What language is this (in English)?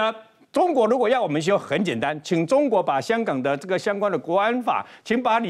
Chinese